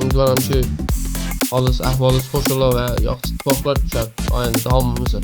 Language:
South Azerbaijani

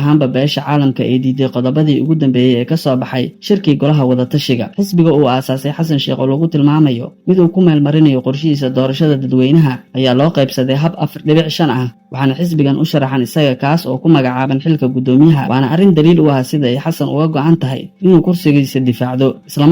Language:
Somali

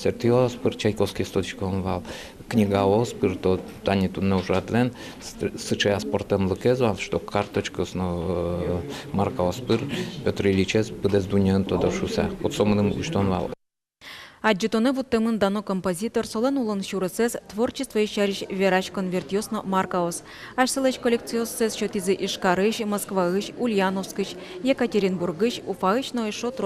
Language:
Udmurt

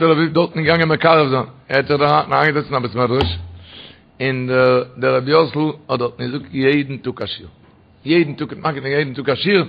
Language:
Yiddish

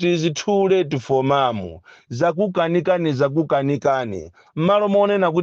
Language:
Nyanja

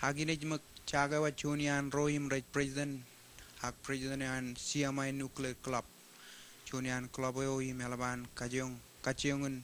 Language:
Marshallese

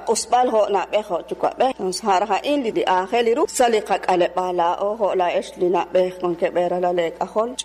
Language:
Kekchí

